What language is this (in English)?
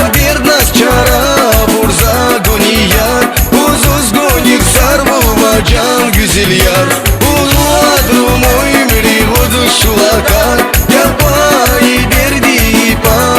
Tabassaran